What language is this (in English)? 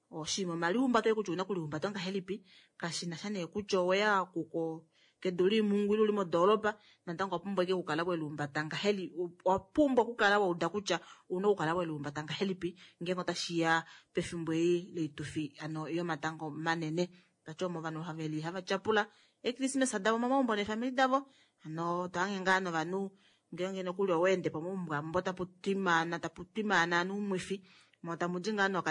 Kuanyama